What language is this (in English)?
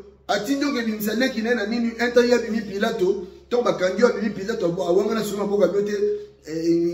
Lingala